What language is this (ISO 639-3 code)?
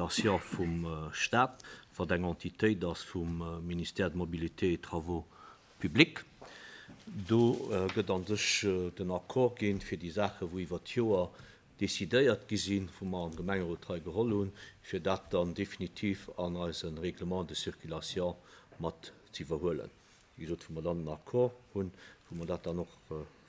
ltz